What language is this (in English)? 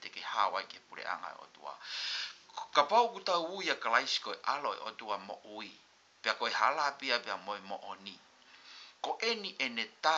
Tongan